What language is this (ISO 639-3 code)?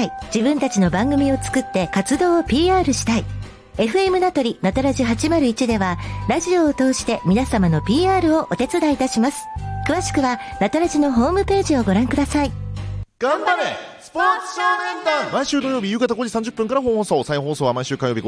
jpn